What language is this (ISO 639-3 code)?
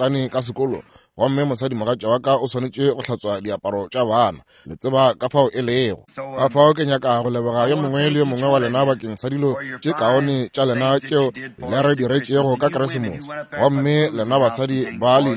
nso